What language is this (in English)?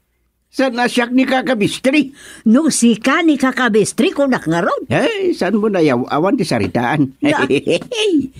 Iloko